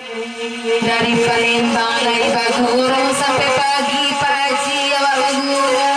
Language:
Minangkabau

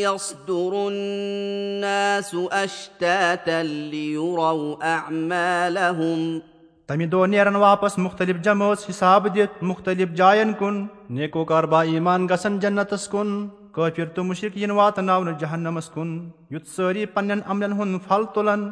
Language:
Kashmiri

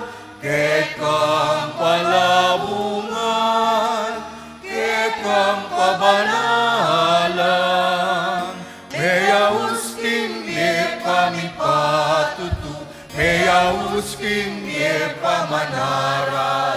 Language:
Pampanga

